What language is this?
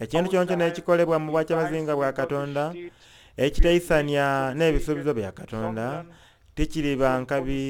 Soga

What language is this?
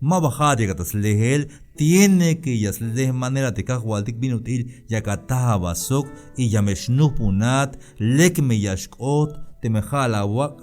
Tzeltal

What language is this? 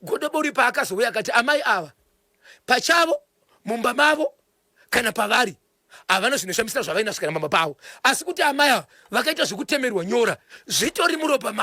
Shona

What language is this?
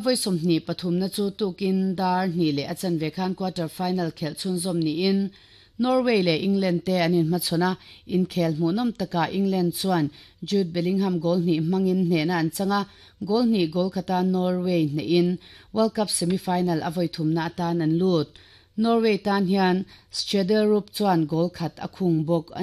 Mizo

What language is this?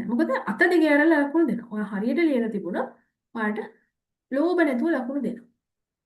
Sinhala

